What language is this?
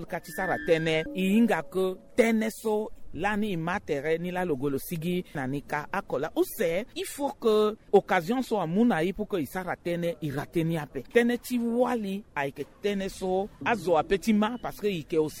Sango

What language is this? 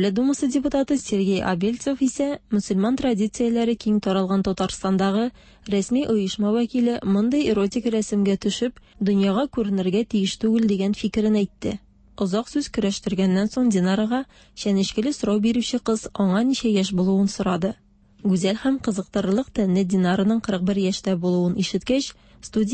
Tatar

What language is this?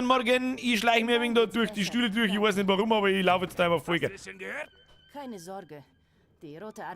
Bavarian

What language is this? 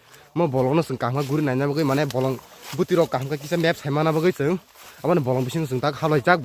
Kok Borok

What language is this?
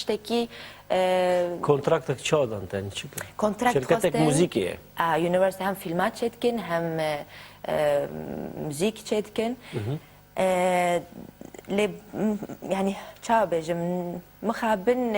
Kurdish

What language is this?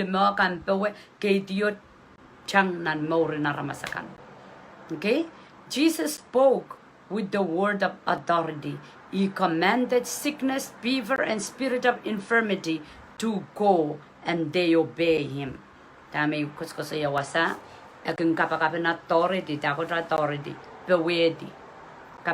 Pohnpeian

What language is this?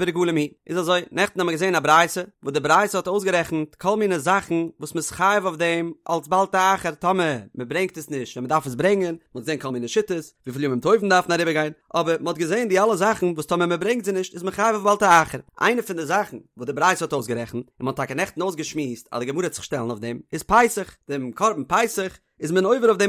Yiddish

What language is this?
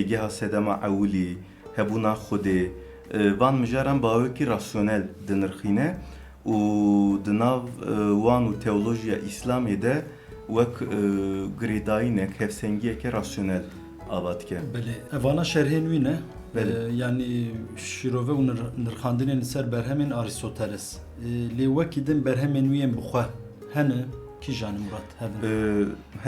Kurdish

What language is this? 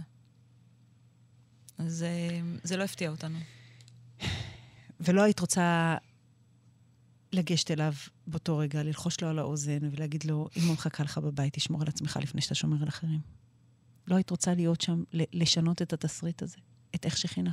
Hebrew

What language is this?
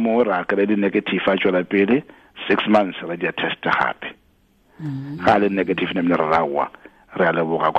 Tswana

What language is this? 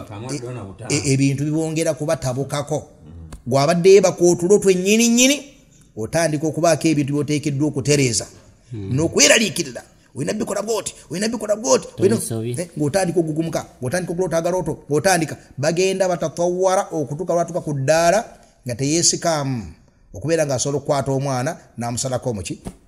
Ganda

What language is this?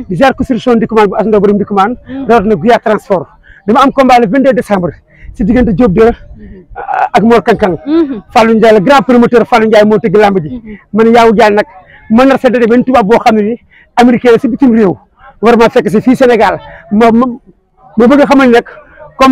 Wolof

